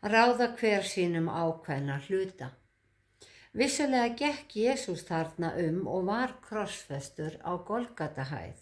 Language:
Icelandic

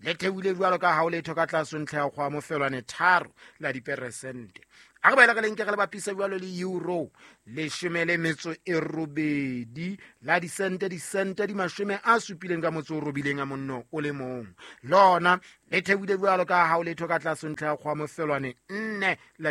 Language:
Southern Sotho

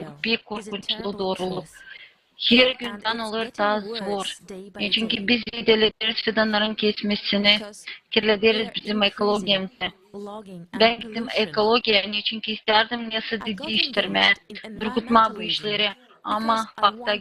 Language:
Gagauz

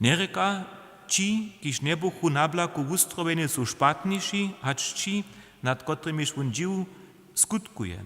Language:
Upper Sorbian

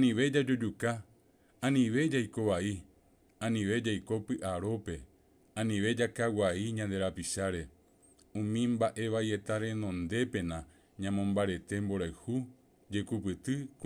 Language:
Guarani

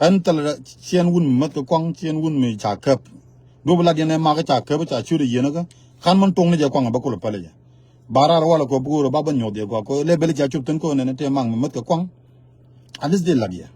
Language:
Nuer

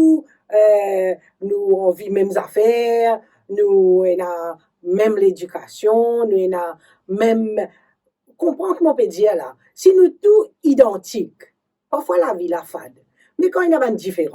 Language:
Morisyen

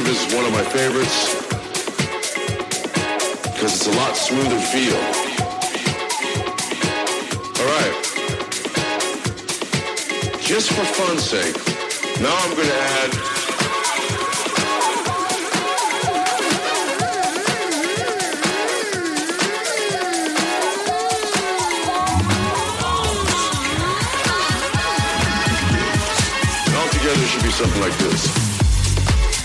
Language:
English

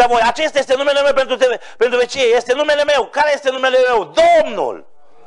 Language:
Romanian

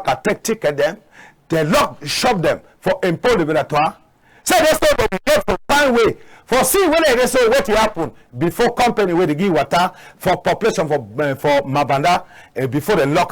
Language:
Cameroon Pidgin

